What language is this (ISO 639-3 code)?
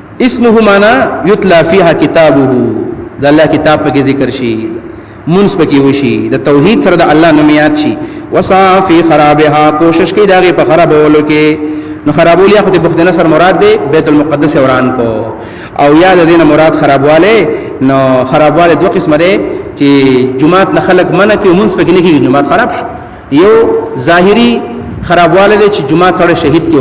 pus